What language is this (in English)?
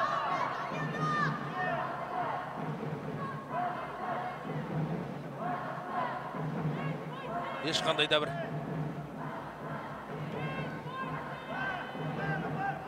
Kazakh